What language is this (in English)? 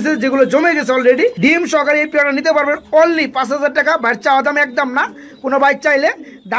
Bangla